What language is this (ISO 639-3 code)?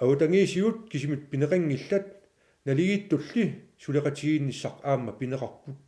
kal